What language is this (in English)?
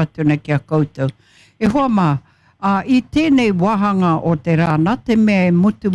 Māori